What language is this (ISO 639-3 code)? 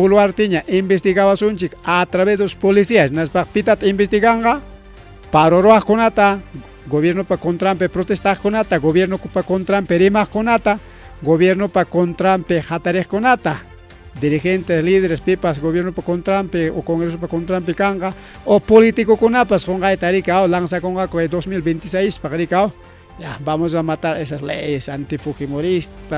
quy